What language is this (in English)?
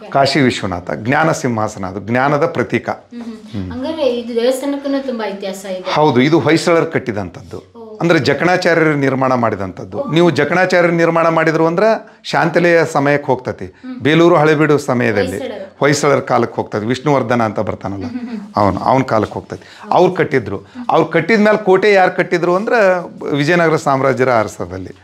Kannada